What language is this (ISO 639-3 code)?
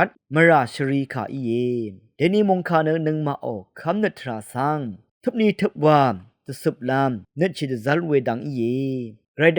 raw